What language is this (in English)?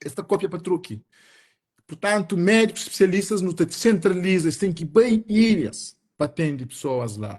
Kabuverdianu